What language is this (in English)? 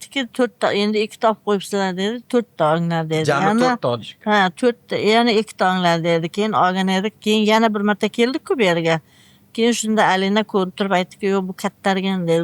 Uzbek